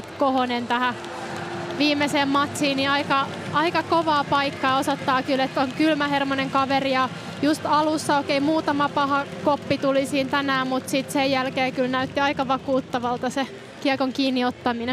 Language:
Finnish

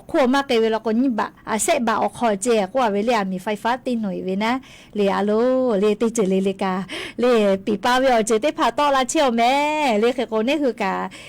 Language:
Lahu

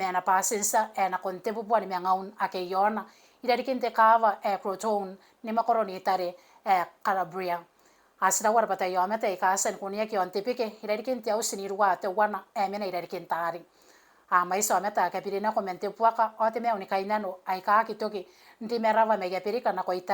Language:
Gilbertese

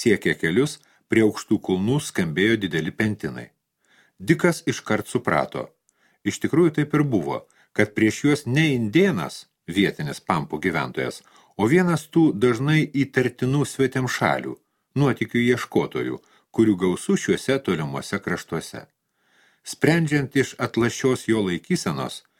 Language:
Lithuanian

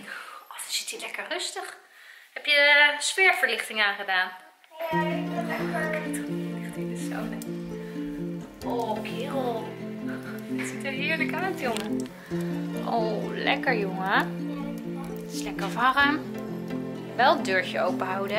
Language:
Dutch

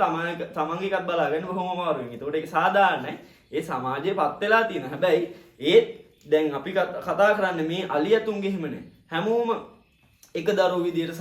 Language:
Sinhala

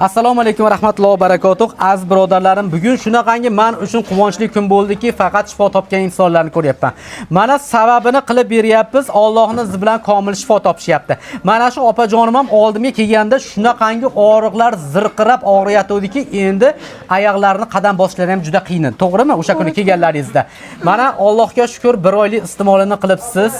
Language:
Uzbek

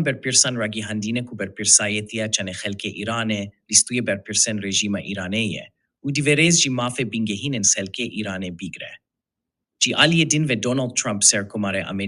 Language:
Kurdish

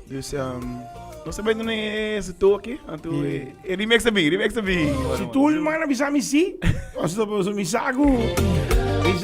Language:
Papiamento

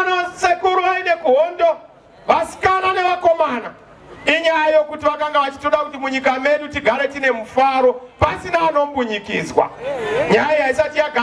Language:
Shona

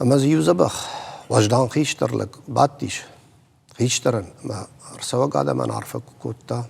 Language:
Ossetic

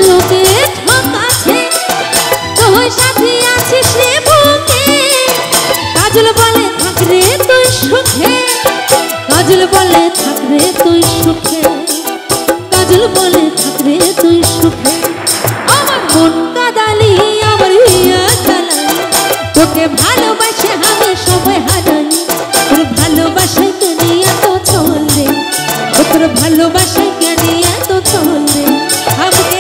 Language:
Bangla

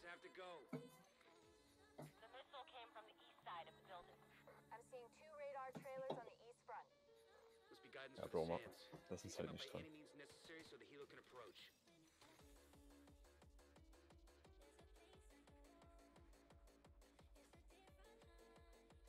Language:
German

